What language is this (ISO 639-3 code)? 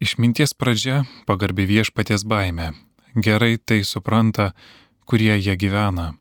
lit